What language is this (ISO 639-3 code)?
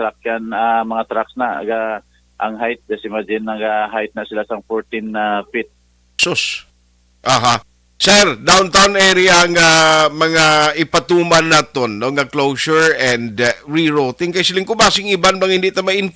hil